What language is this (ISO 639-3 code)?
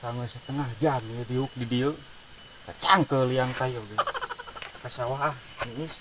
sun